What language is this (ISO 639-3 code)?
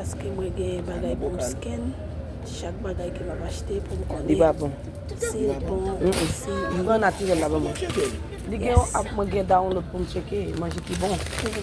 hat